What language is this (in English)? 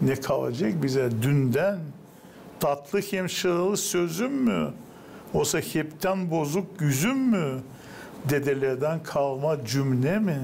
Gagauz